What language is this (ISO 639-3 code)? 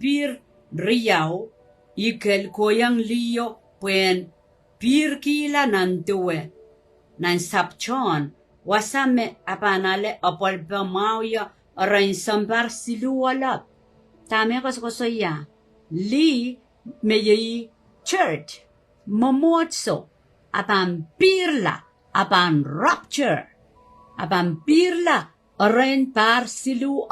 pon